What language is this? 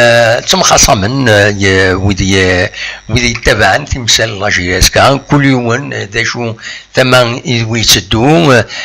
Kabyle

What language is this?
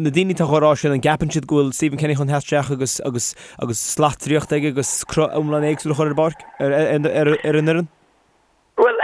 Irish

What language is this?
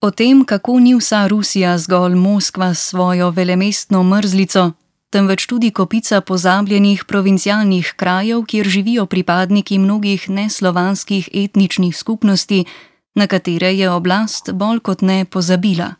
Slovenian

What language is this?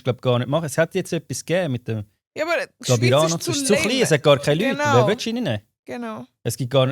Swiss German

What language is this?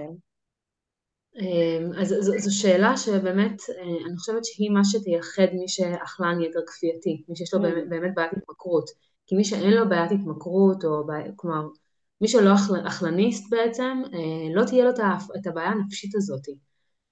Hebrew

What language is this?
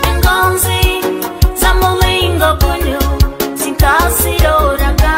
Nyoro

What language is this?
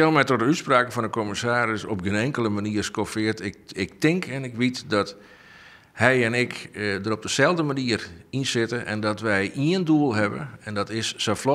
Western Frisian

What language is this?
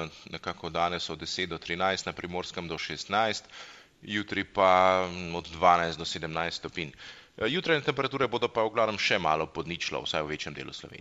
Slovenian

